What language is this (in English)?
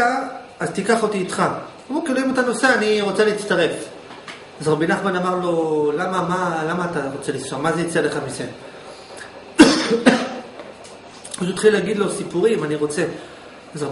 Hebrew